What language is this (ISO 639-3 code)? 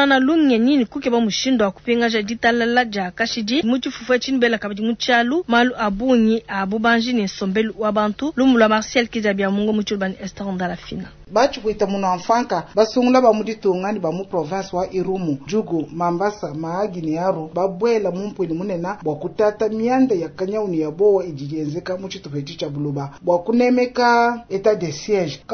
lua